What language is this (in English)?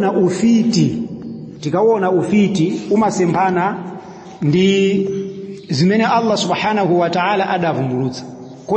Nyanja